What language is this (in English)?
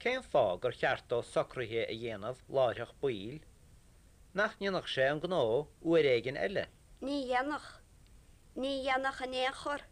Irish